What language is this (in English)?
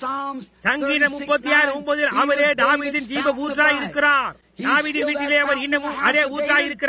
Tamil